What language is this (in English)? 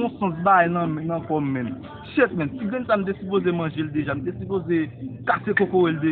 Haitian Creole